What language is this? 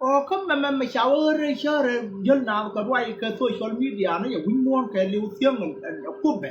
Nuer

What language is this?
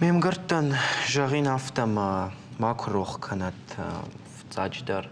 Ossetic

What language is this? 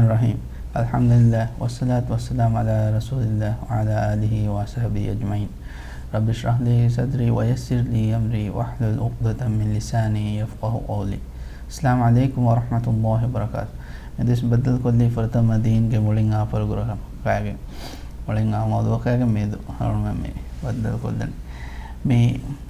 Divehi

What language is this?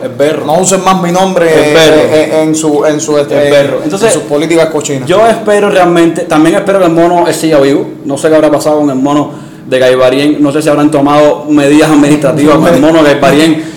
Spanish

